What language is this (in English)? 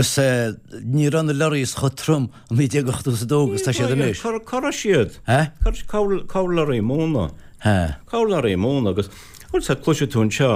Irish